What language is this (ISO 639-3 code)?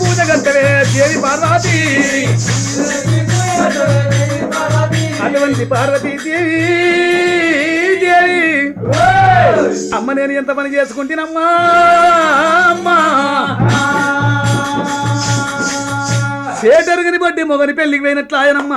tel